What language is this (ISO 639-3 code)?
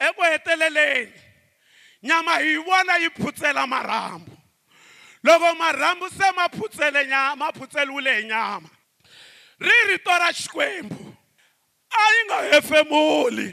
tso